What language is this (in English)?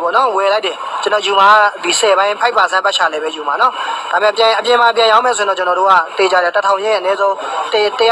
Burmese